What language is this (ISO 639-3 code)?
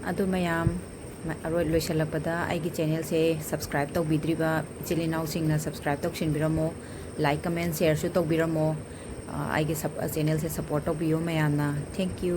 mni